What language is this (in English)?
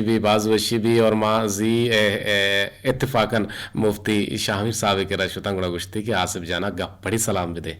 Eastern Balochi